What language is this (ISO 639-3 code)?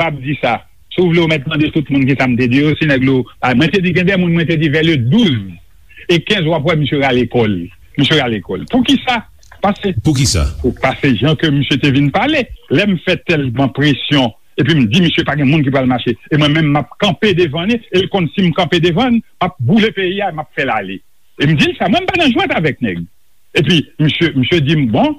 hat